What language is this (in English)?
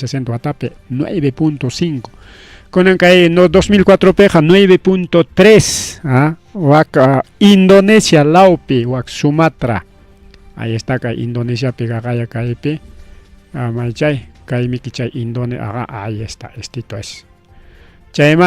Ayacucho Quechua